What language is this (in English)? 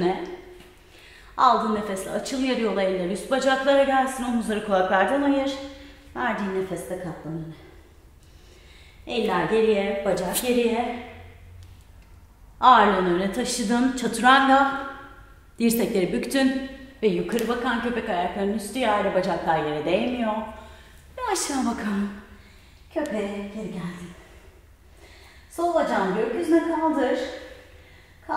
Turkish